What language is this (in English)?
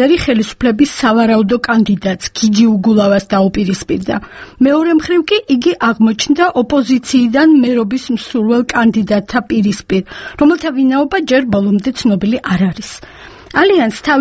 Georgian